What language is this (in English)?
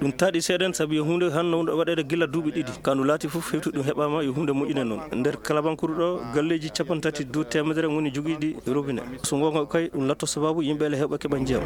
Maasina Fulfulde